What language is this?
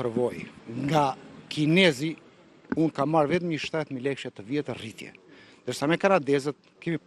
Albanian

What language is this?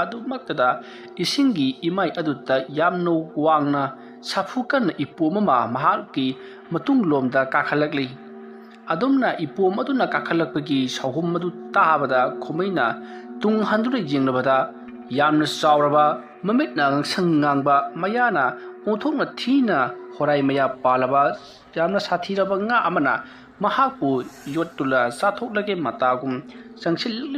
Manipuri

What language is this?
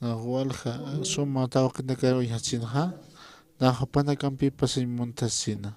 Aymara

